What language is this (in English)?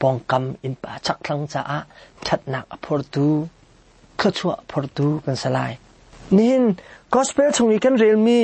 Hakha Chin